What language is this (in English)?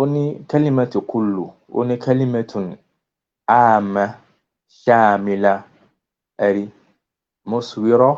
Yoruba